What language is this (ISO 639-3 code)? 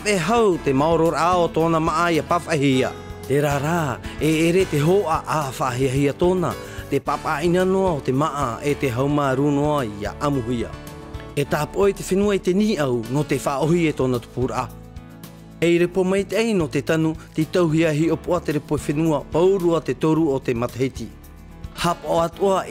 tah